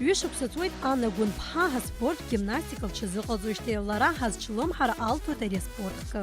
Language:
Abkhazian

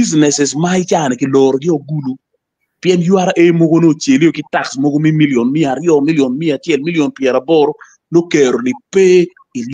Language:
Acoli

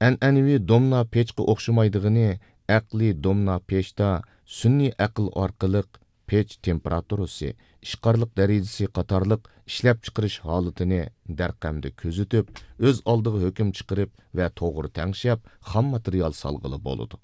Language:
Uyghur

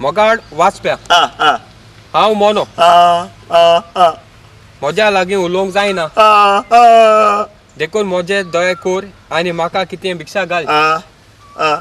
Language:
Konkani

